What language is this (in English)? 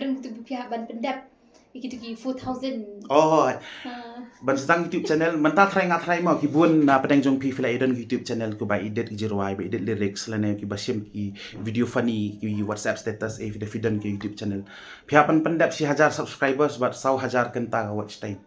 Khasi